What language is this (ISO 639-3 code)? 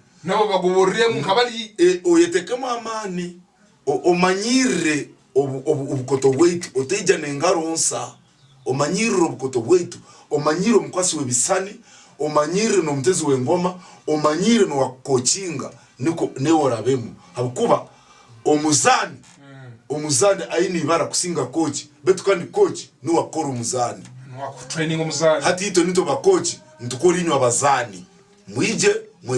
ttj